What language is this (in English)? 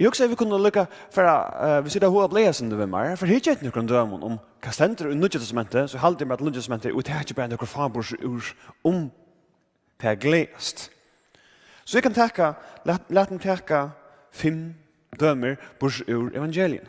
Faroese